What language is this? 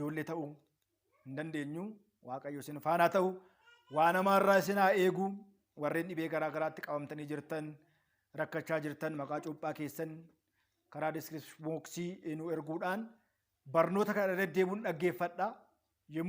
Oromo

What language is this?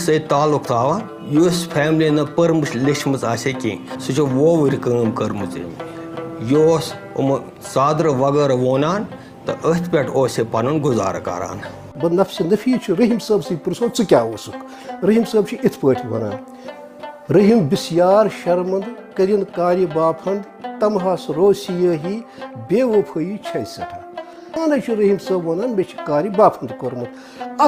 Kashmiri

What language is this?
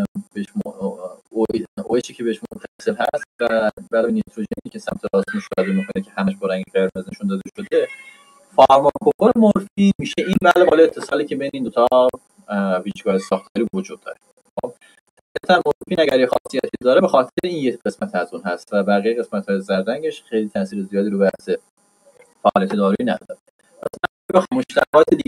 Persian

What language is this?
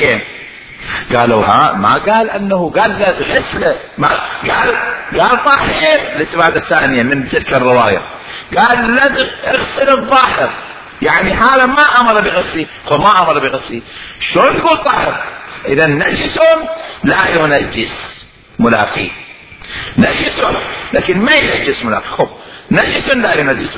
Mesopotamian Arabic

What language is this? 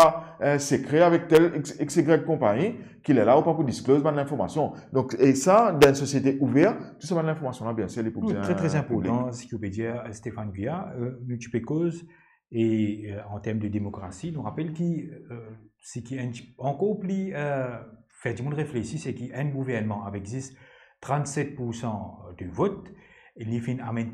Morisyen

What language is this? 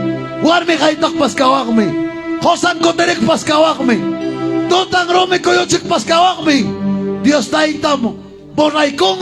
Ayacucho Quechua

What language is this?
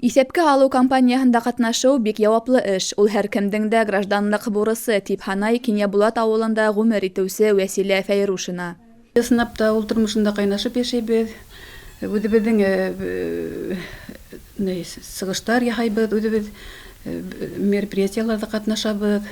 Bashkir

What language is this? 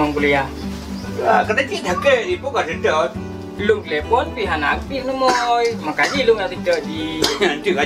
Achinese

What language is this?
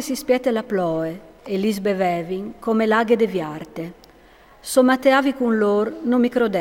Friulian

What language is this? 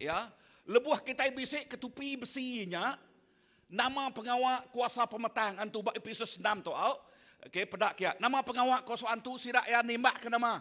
Iban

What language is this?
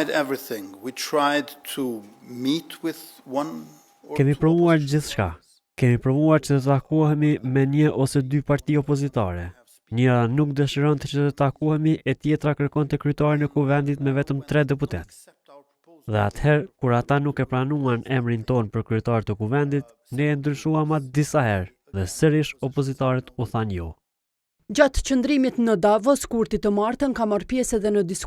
Albanian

